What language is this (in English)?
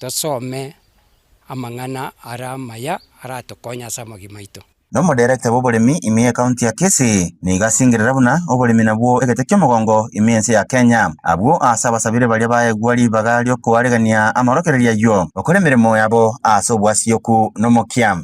Gusii